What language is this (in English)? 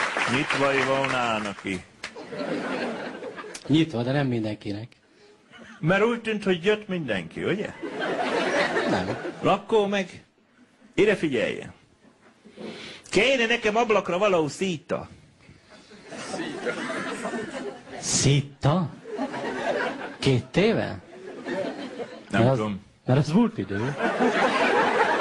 Hungarian